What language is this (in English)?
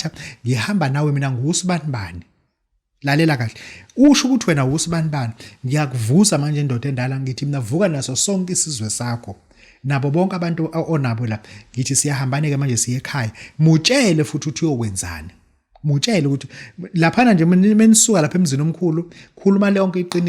Zulu